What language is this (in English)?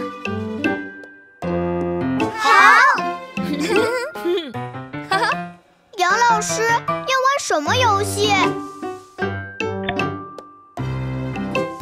Chinese